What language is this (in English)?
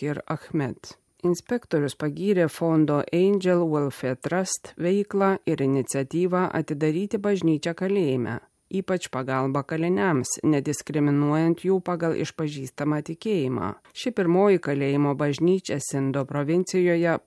Lithuanian